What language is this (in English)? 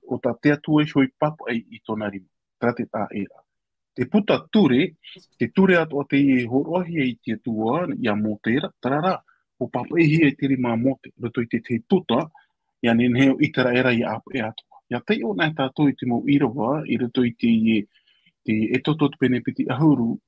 Tahitian